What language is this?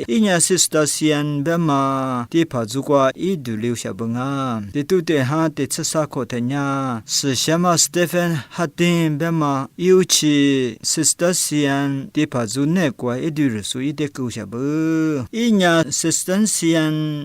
Lisu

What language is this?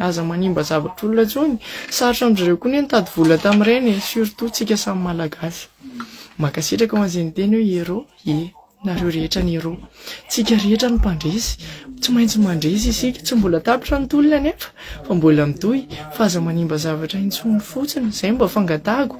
Malagasy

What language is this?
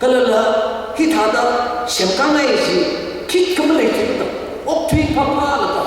Tangkhul Naga (India)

